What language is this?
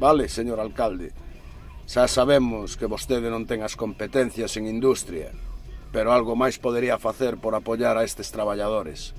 Galician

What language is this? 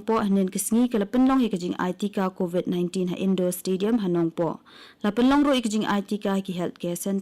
Khasi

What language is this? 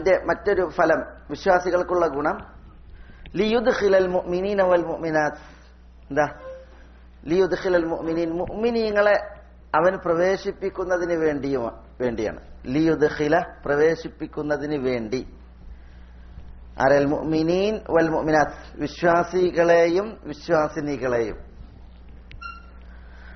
Malayalam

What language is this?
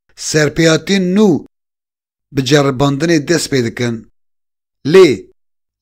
Kurdish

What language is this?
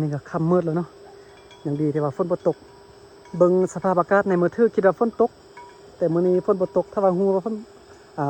Lao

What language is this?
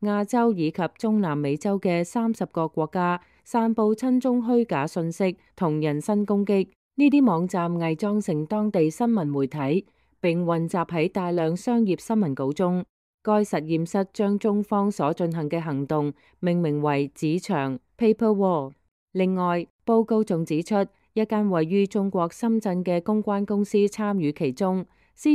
Cantonese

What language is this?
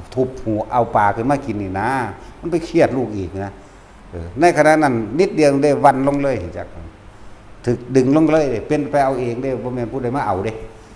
Northeastern Thai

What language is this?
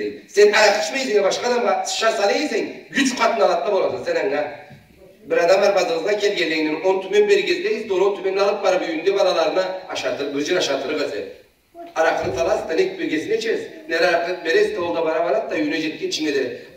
Karachay-Balkar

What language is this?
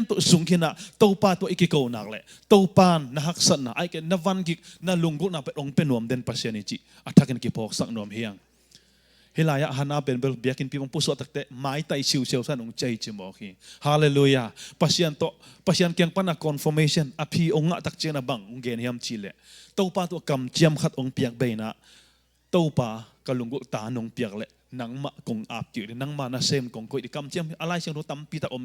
Tedim Chin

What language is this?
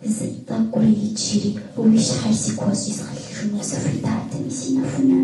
Kabardian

